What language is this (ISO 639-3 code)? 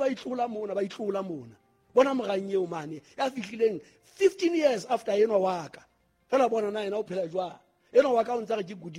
sot